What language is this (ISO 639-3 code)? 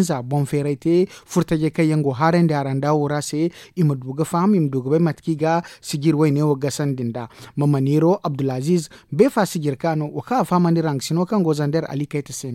dje